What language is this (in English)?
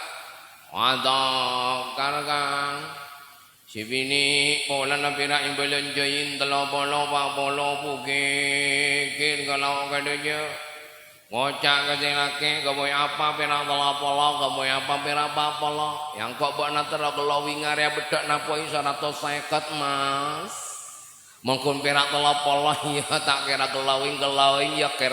Madurese